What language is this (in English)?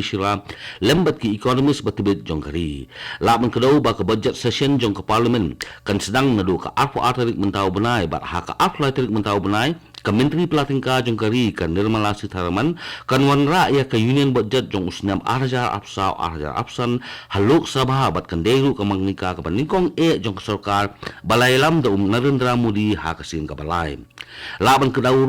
Khasi